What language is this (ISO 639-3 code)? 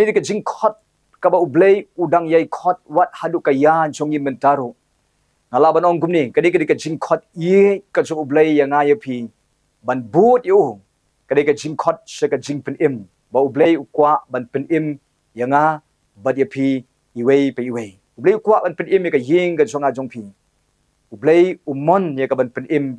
kha